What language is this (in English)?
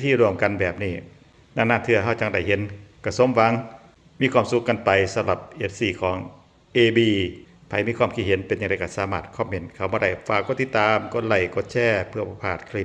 Northeastern Thai